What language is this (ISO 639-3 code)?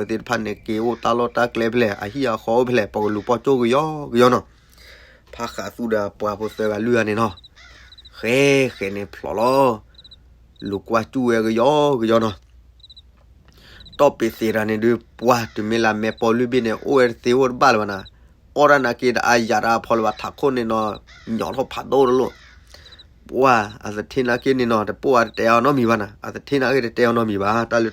ksw